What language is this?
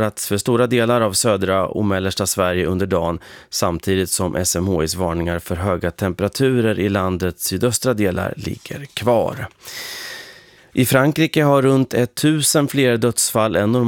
Swedish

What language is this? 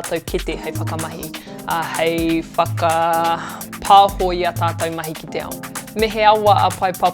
Māori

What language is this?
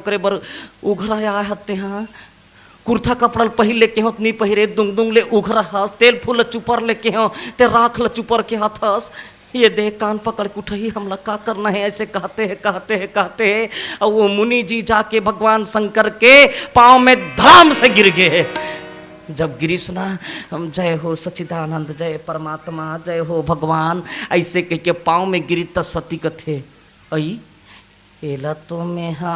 Chhattisgarhi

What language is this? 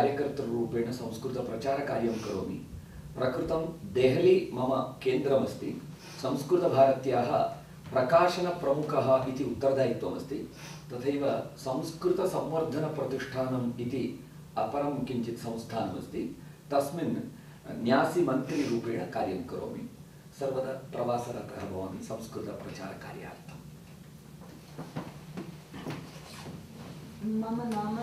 Sanskrit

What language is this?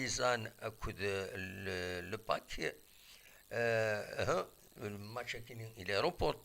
Kabyle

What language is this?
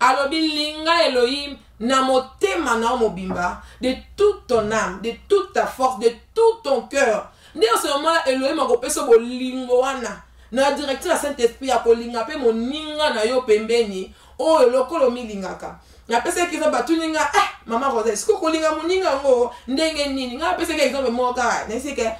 Lingala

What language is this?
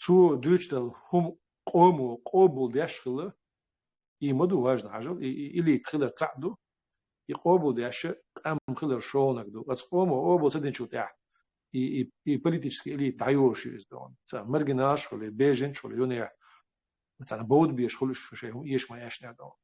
Chechen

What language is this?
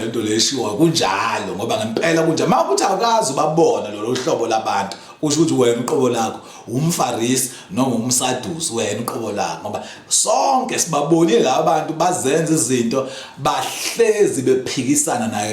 Zulu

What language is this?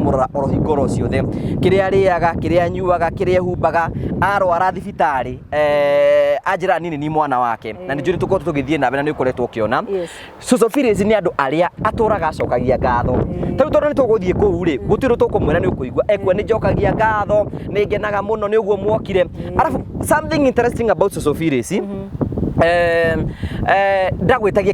Kikuyu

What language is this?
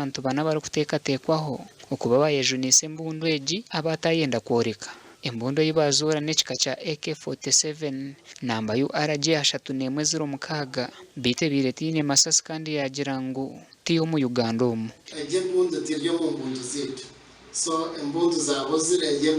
Nyankole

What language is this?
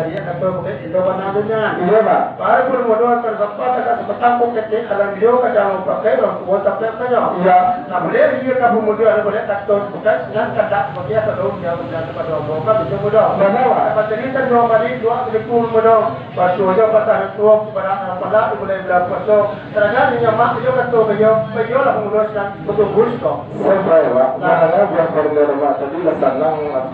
Minangkabau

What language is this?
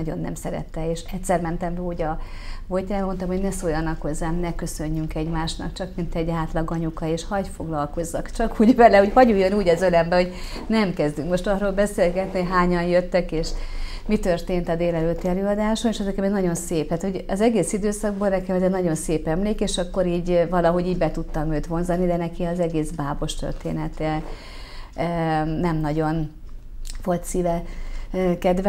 Hungarian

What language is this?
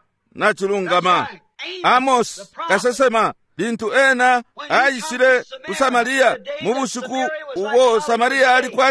Bemba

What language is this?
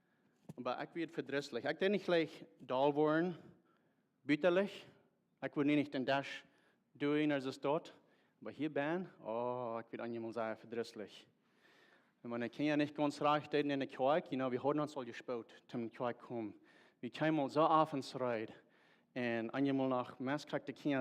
Plautdietsch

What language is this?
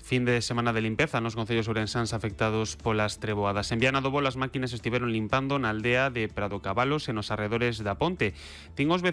Galician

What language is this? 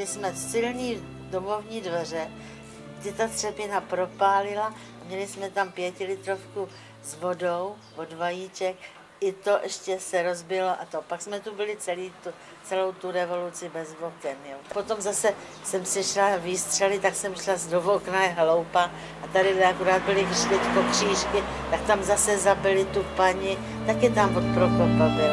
Czech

